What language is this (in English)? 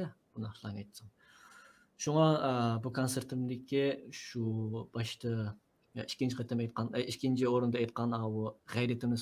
Uyghur